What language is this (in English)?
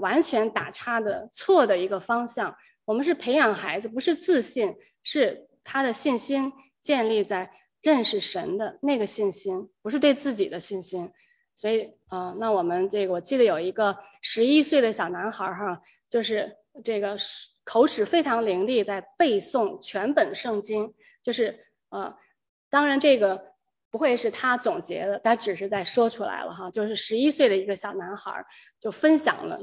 Chinese